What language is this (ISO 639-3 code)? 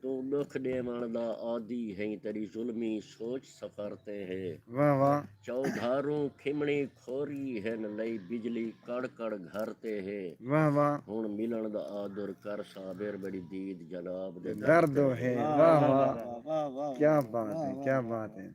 skr